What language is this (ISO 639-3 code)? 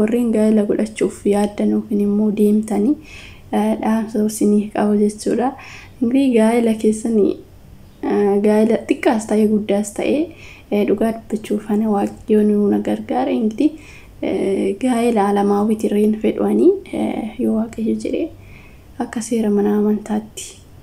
orm